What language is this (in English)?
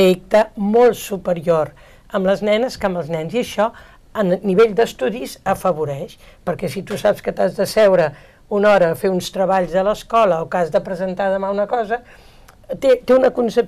Catalan